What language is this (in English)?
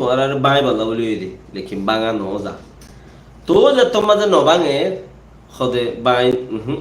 Rohingya